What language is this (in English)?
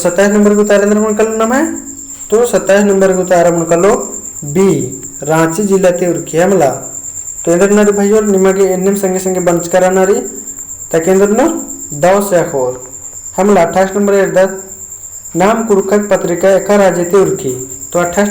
Kurukh